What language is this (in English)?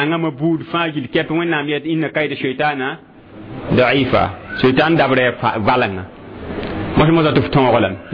Mossi